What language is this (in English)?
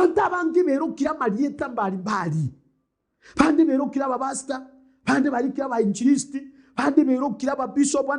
Gusii